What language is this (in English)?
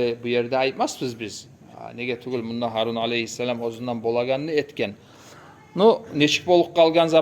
Kumyk